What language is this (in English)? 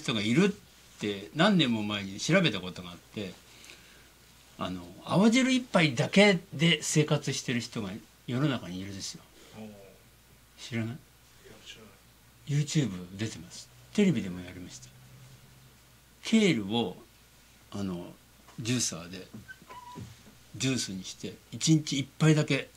Japanese